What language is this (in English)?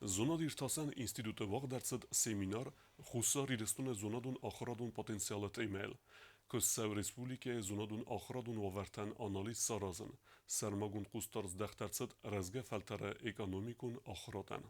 Ossetic